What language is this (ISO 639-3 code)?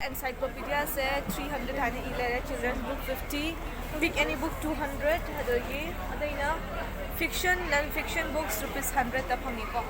mni